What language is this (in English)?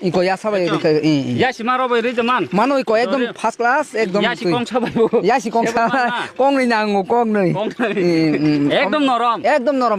Kok Borok